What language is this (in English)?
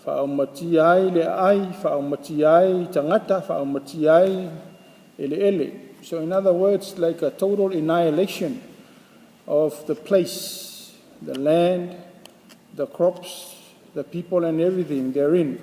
Samoan